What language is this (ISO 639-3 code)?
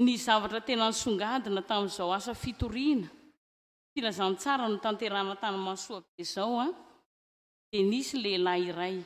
mlg